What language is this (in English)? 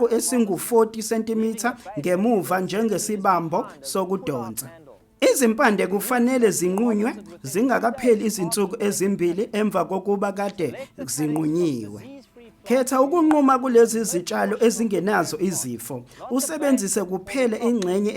Zulu